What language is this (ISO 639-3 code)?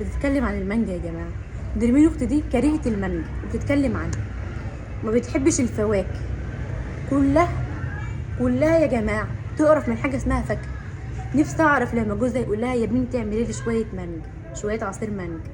arz